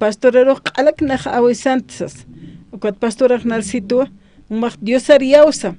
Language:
Aymara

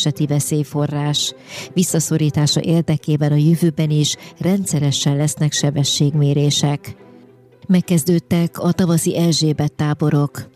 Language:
Hungarian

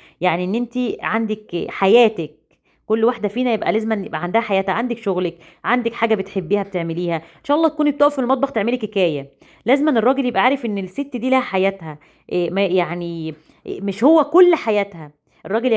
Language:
Egyptian Arabic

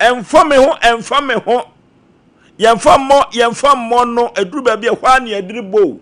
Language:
Akan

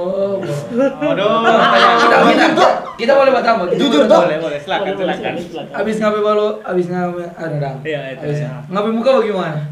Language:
Manado Malay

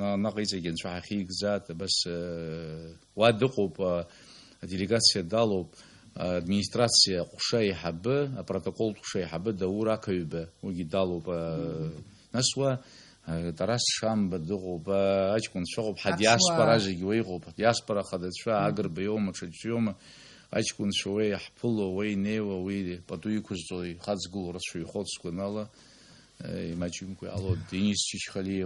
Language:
Abkhazian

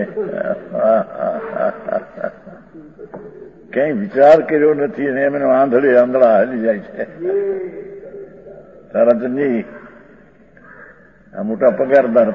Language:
Gujarati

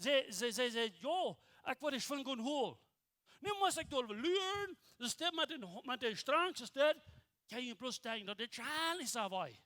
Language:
Plautdietsch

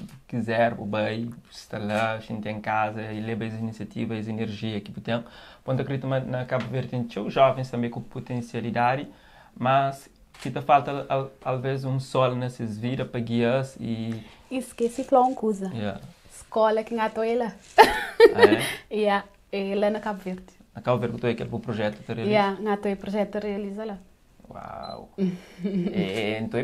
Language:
Kabuverdianu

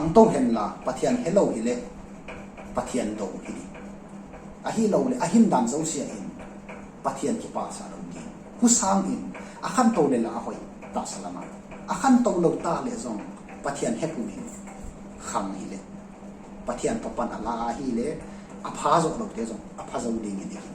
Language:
Tedim Chin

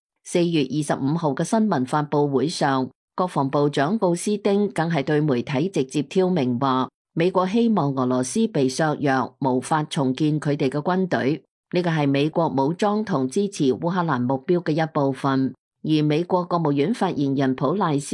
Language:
Cantonese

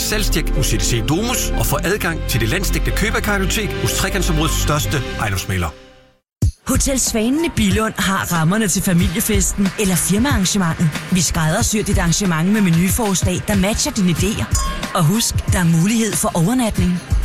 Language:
Danish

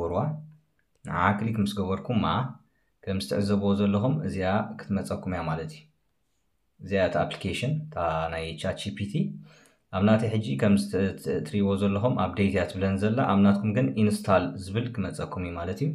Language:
Tigrinya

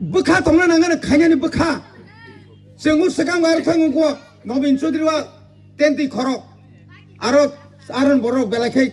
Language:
Kok Borok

